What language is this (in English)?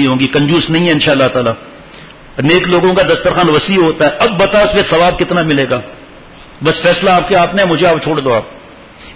Urdu